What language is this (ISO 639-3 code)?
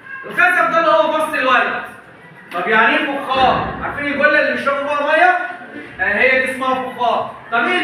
arz